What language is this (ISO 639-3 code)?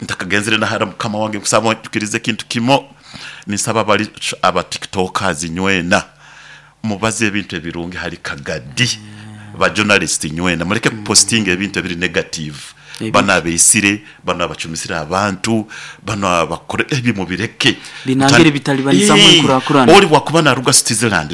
nyo